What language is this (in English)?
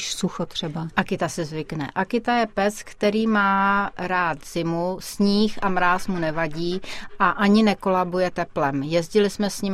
Czech